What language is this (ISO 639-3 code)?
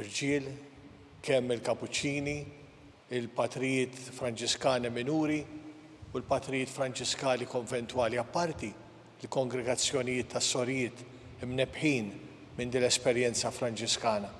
mlt